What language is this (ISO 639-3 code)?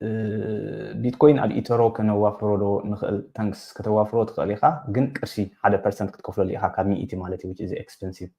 tir